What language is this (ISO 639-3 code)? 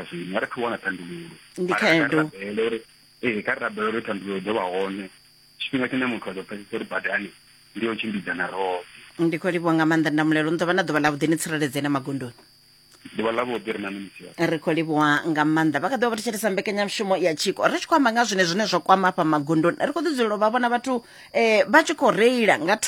ven